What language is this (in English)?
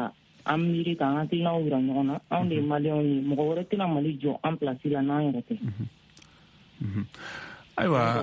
Bambara